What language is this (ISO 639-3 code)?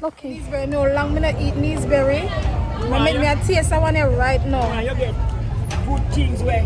jam